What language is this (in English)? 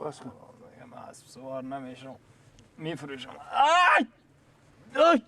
Persian